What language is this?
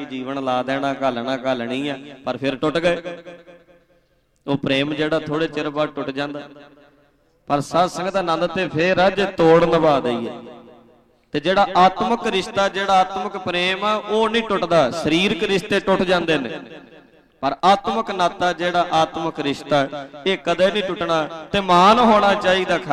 Punjabi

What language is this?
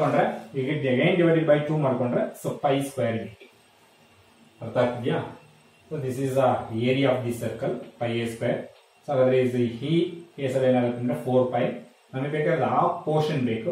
Kannada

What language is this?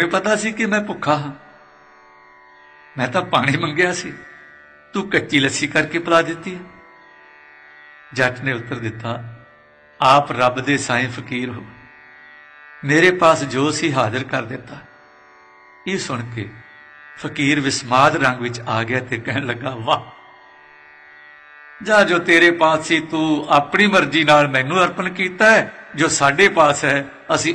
Punjabi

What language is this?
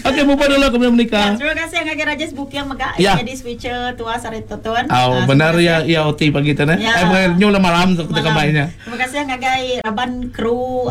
Iban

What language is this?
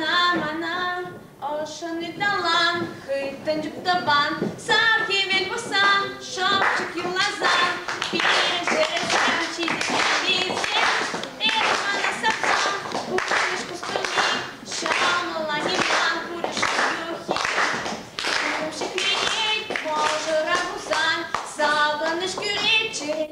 Chuvash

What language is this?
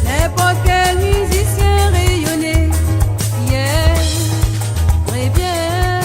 Réunion Creole French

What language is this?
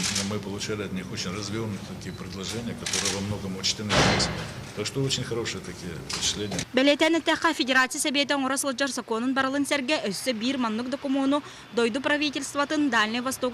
Yakut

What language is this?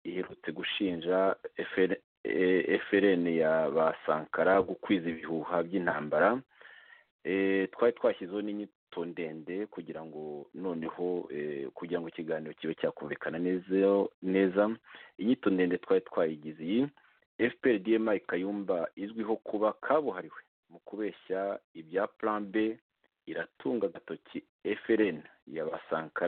Kinyarwanda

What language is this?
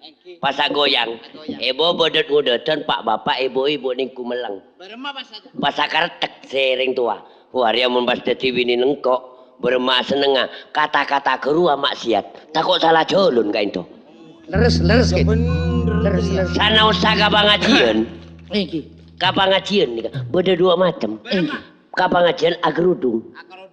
Madurese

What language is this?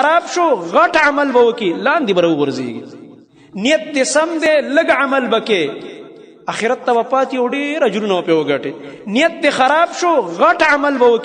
Pashto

